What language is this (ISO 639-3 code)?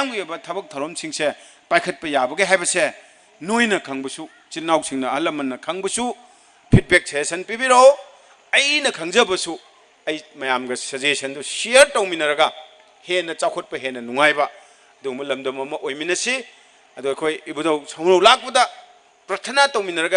mni